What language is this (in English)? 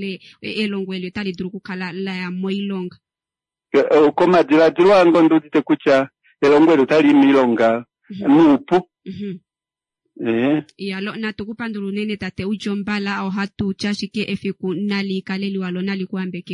Kuanyama